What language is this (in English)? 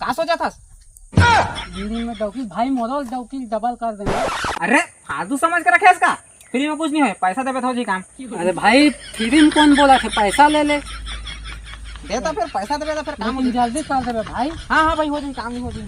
Chhattisgarhi